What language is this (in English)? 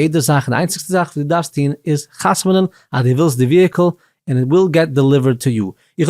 Yiddish